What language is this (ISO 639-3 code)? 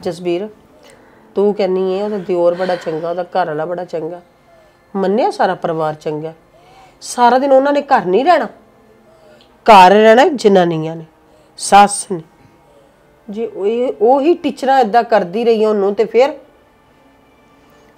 pan